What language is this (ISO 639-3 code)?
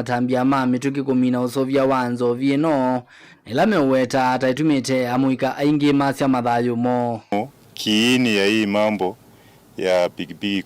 kam